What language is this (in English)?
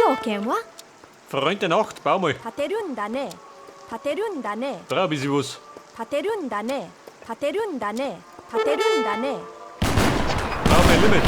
Bavarian